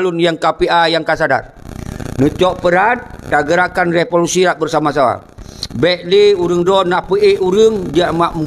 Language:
Achinese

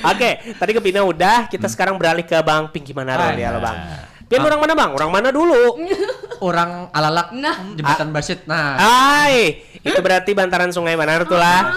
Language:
Banjar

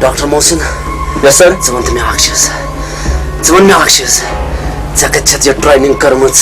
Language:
Kashmiri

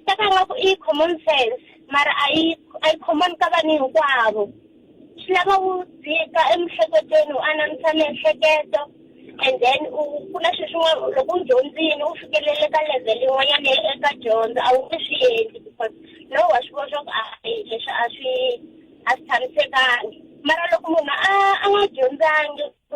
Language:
Tsonga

